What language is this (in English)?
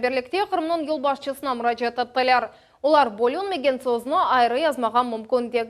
Crimean Tatar